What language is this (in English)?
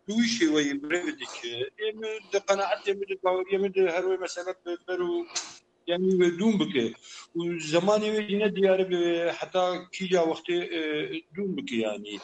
Kurdish